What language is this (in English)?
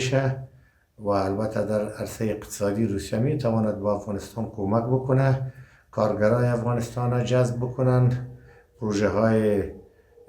Pashto